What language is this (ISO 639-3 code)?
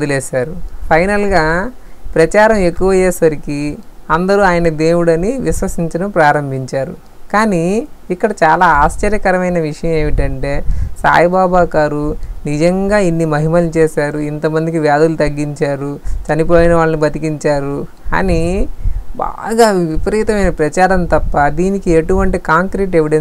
tel